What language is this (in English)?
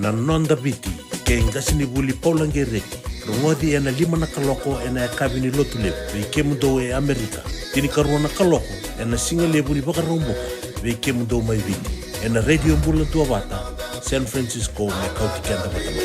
Fijian